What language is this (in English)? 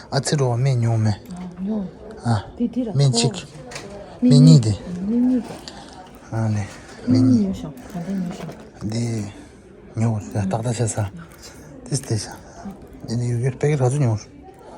Tibetan